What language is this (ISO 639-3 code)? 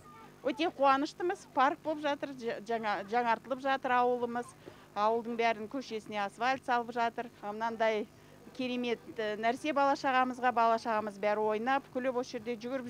kaz